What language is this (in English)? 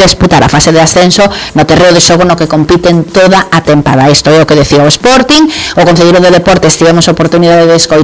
Galician